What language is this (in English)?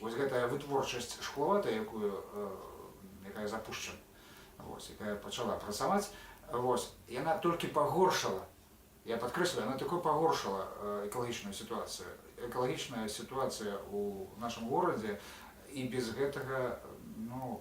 Belarusian